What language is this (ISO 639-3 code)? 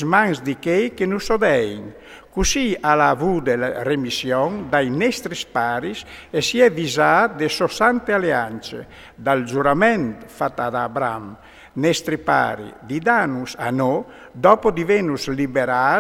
fur